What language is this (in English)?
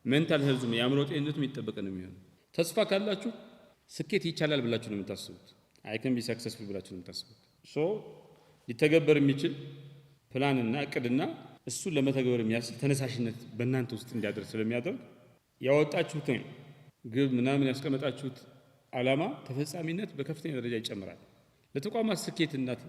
Amharic